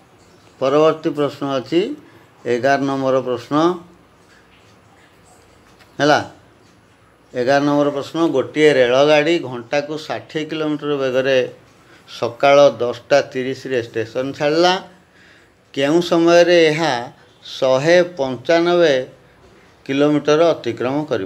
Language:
Odia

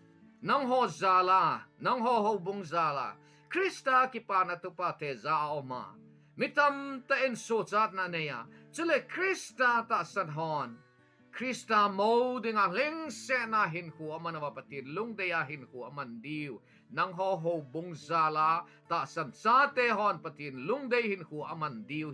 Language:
Thado Chin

